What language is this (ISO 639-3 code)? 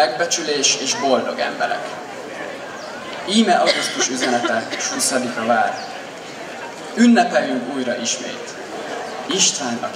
hun